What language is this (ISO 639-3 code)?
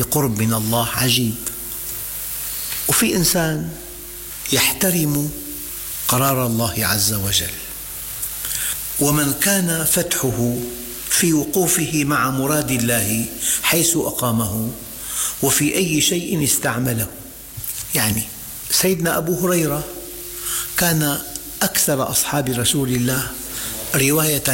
ara